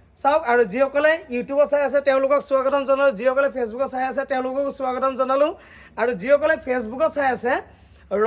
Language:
Assamese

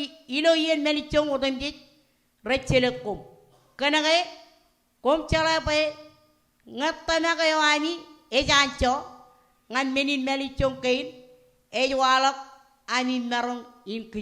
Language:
Marshallese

